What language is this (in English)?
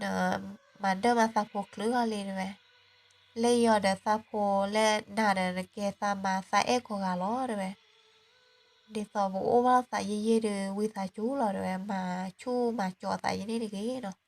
S'gaw Karen